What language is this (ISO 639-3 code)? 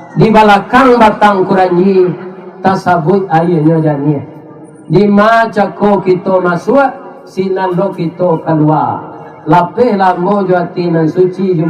min